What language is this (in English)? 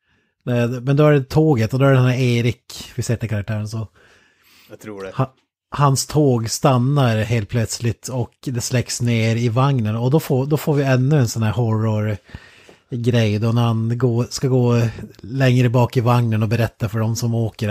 Swedish